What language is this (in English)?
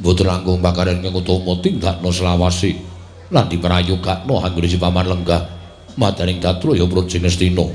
Javanese